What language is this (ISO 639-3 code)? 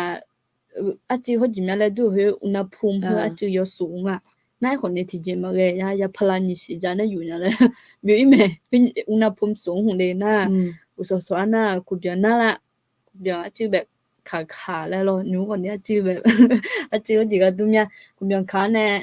ahk